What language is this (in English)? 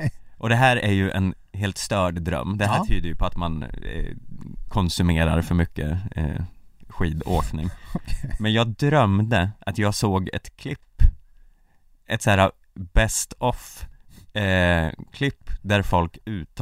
Swedish